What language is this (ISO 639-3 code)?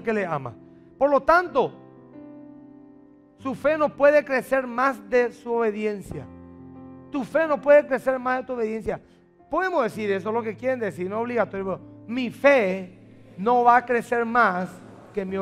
spa